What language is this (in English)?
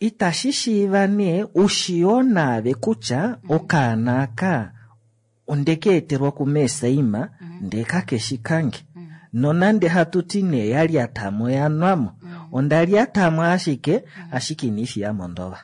Kuanyama